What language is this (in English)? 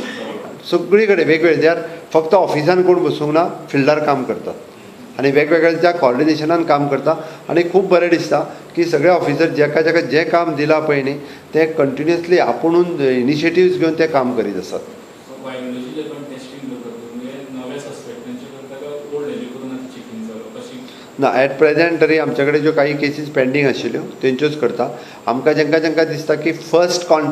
Konkani